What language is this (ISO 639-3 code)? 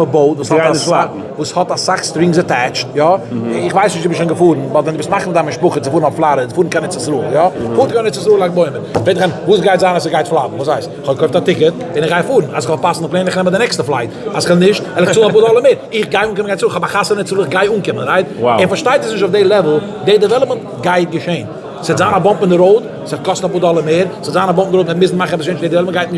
yid